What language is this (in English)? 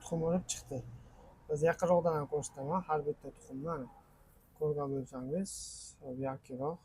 Uzbek